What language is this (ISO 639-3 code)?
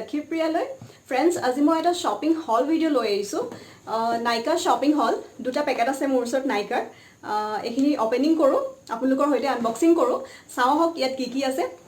asm